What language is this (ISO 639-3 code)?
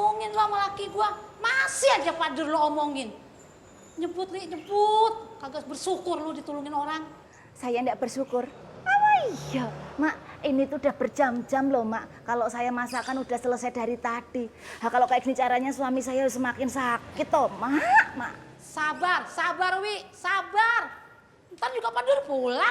bew